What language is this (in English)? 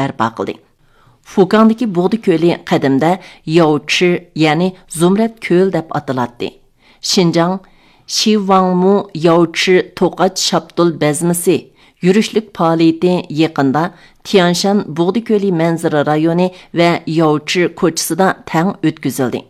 Uyghur